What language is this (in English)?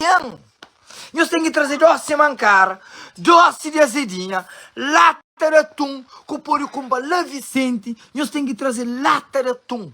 Kabuverdianu